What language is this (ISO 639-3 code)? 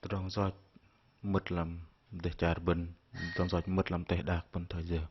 bdq